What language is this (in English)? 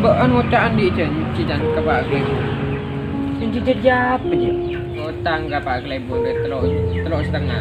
Madurese